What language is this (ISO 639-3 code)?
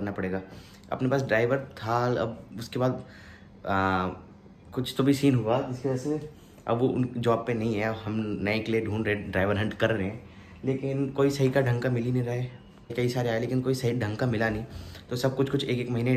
hin